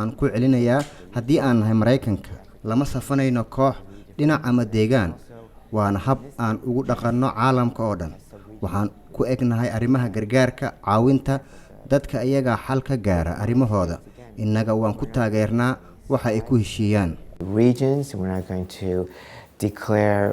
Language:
Somali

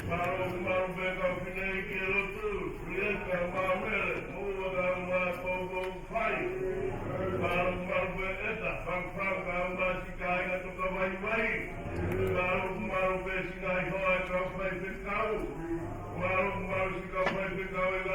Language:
Tongan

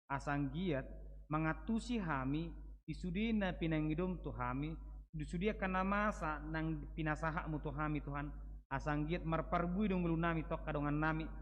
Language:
Batak Toba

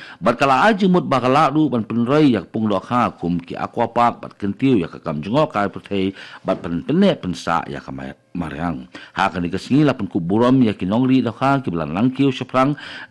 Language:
Khasi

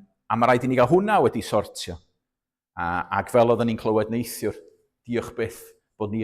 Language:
Welsh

